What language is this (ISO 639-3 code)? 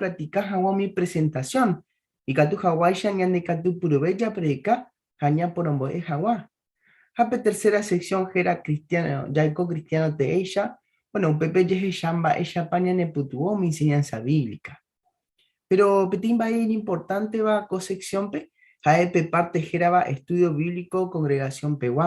grn